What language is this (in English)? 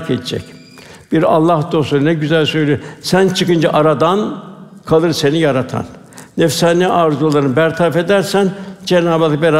Turkish